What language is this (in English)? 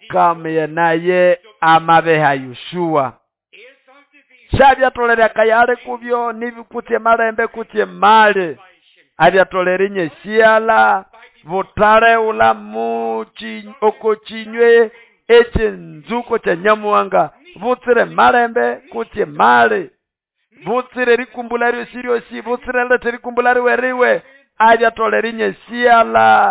Nande